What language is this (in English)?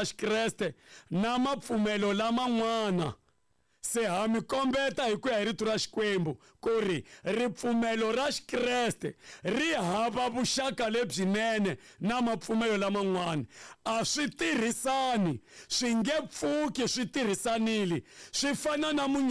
Tsonga